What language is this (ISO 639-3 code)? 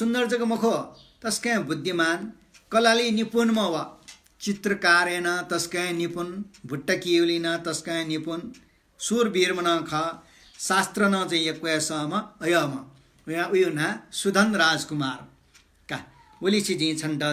new